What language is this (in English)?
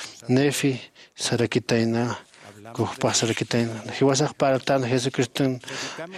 Aymara